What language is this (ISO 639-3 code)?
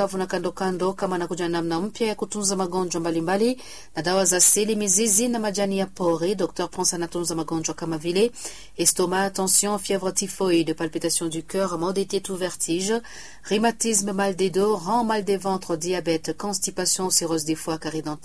swa